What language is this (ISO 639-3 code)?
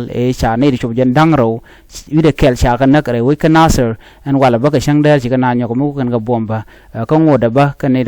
nus